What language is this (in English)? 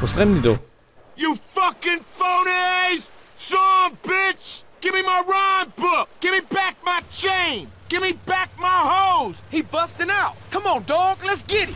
Bavarian